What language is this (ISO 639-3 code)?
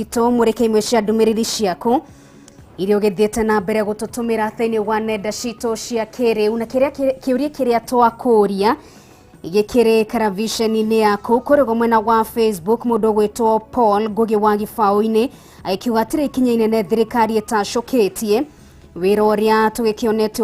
kik